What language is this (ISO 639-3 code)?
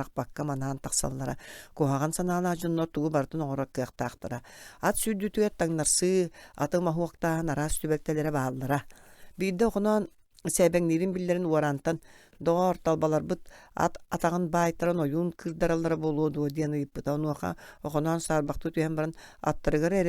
sah